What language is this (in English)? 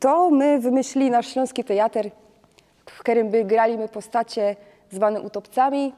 Silesian